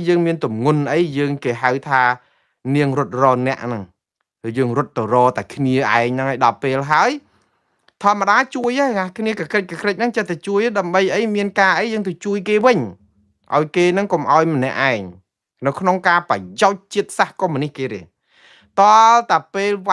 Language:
Khmer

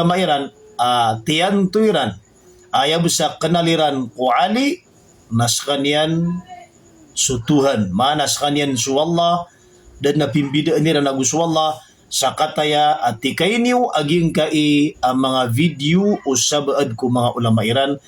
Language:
Maranao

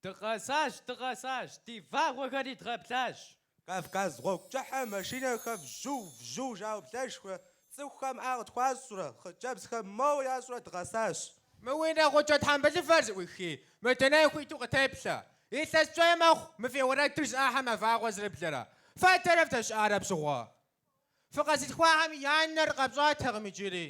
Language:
Kabardian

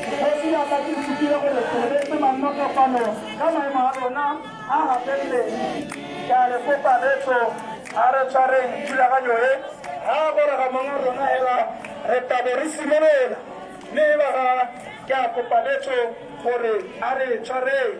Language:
Tswana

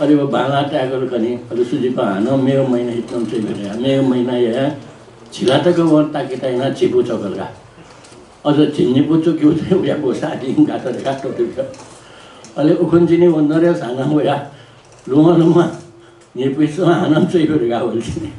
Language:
Newari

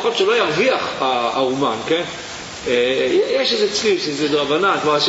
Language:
Hebrew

